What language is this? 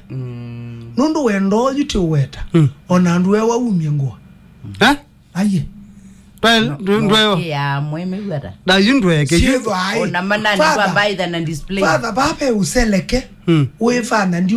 Kamba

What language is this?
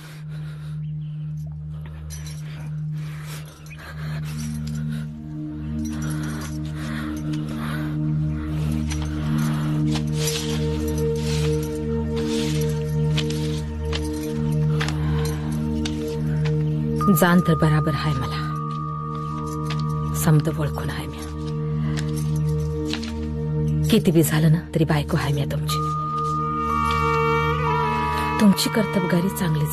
Marathi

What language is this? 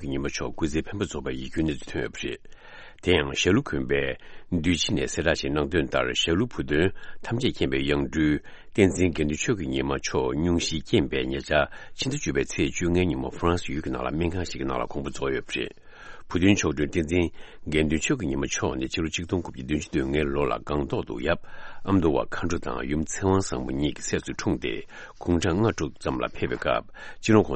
Tibetan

